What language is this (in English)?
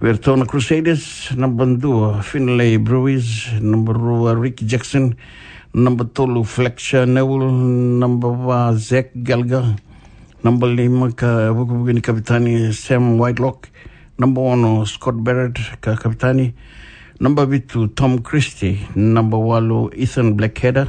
Fijian